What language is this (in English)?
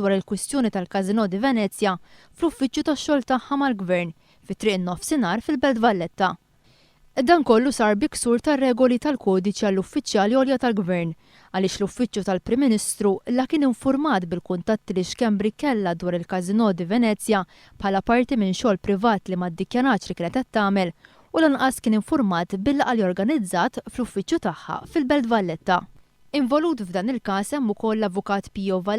Maltese